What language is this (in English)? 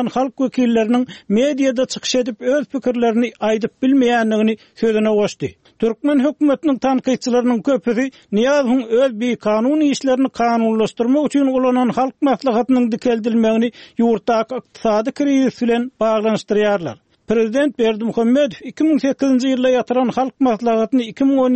Turkmen